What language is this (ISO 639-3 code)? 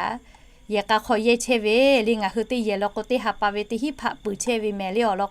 lhu